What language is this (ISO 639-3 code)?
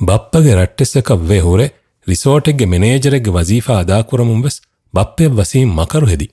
div